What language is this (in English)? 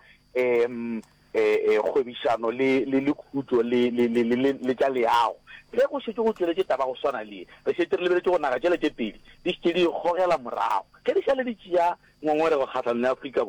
Northern Sotho